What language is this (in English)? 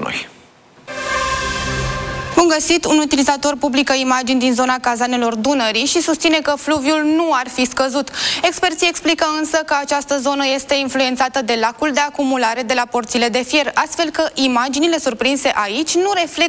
Romanian